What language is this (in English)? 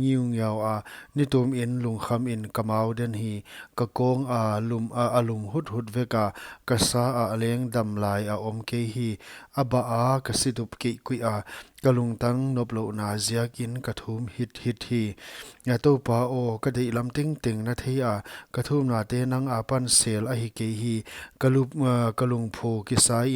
Paite Chin